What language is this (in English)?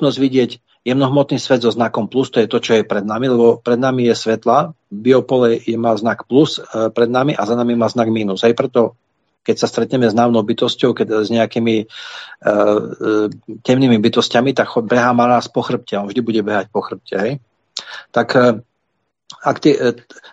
Slovak